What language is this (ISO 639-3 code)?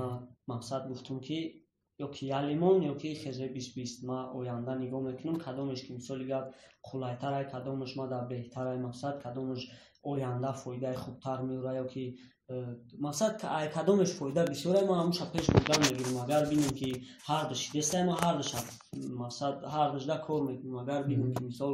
tgk